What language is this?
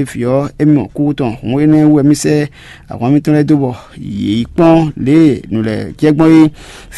Fon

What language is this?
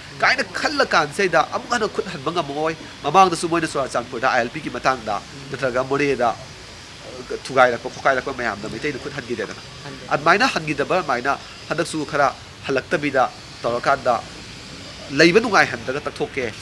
Manipuri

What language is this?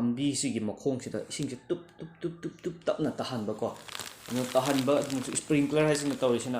Manipuri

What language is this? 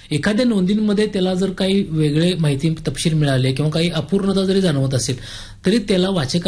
Marathi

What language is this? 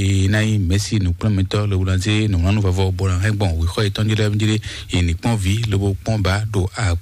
Fon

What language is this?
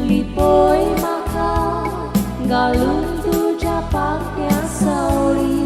Konkani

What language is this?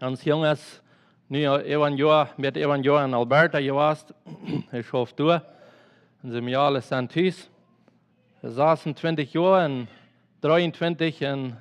Plautdietsch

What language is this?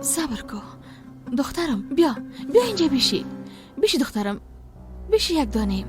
Persian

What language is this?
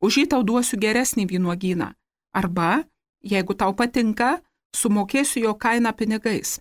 Lithuanian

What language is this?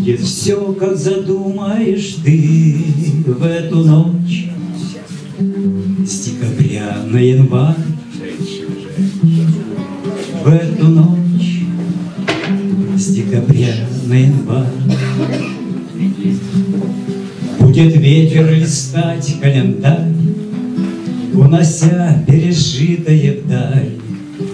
Russian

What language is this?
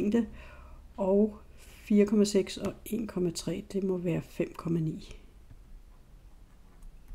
Danish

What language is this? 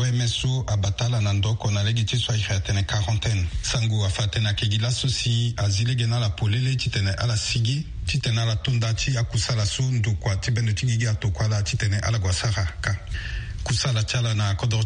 Sango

